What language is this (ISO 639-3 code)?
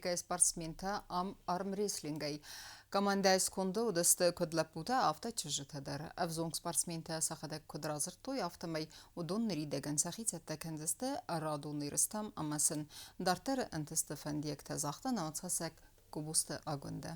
oss